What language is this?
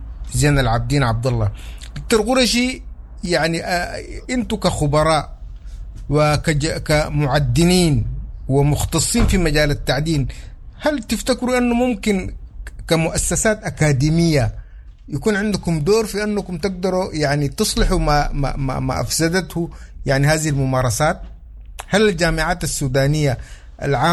Sudanese Arabic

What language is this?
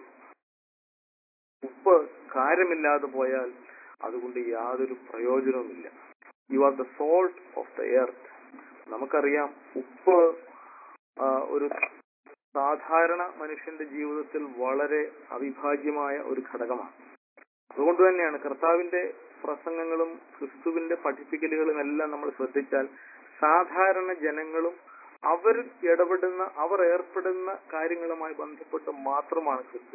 Malayalam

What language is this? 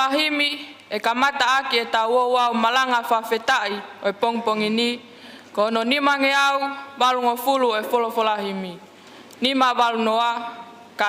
Tongan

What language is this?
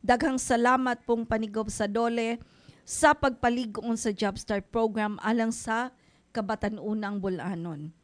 Cebuano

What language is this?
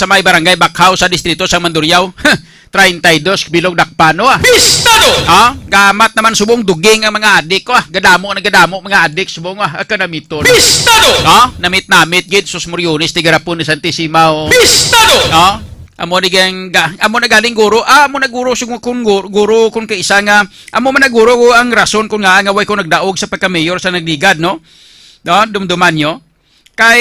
Hiligaynon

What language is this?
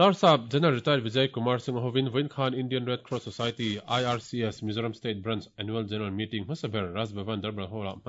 Mizo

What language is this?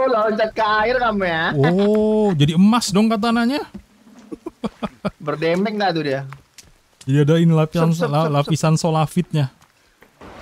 Indonesian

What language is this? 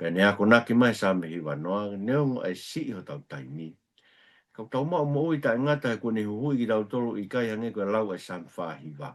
Tongan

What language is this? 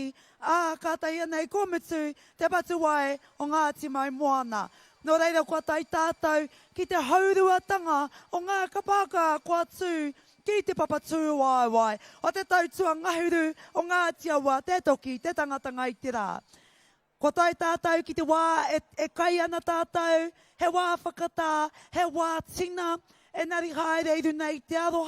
Māori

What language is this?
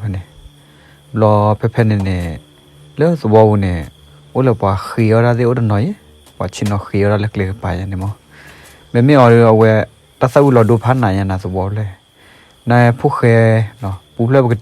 S'gaw Karen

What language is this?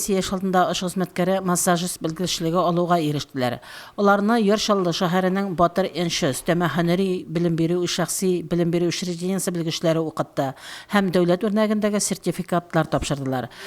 Tatar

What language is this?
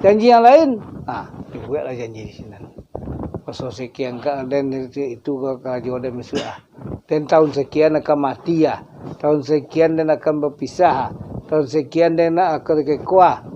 Minangkabau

